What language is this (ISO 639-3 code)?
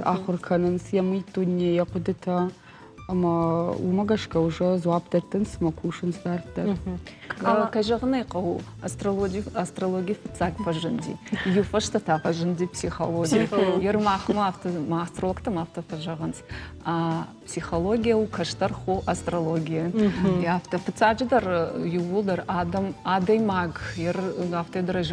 oss